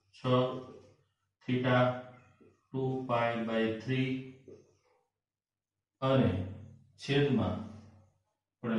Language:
Gujarati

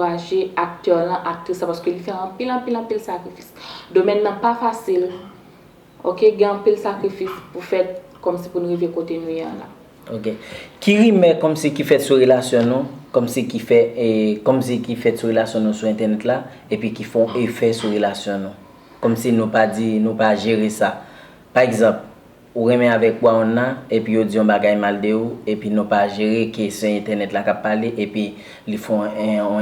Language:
Haitian Creole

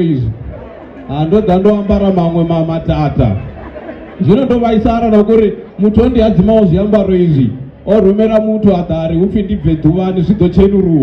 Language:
Venda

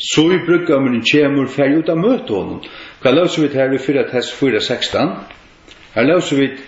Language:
Faroese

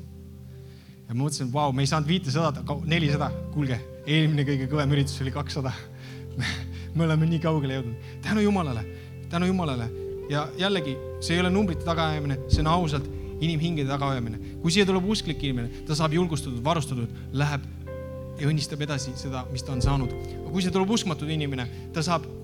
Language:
Estonian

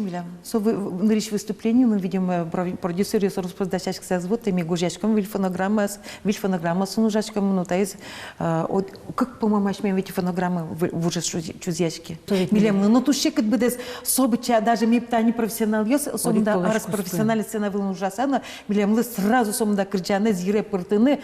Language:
Udmurt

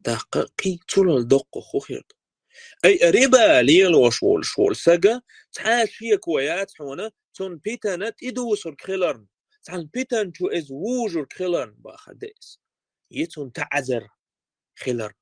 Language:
Chechen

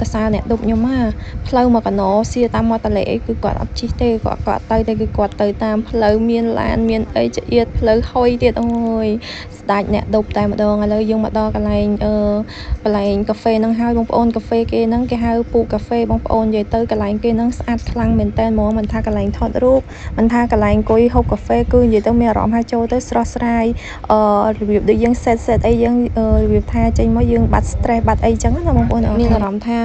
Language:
Khmer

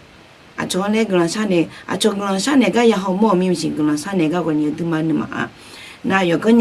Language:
Akha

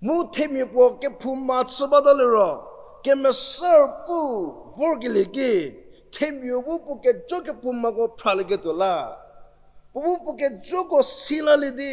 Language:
Angami Naga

